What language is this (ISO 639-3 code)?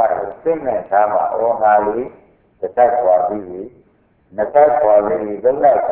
mya